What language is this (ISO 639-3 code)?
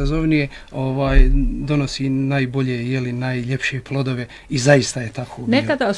bos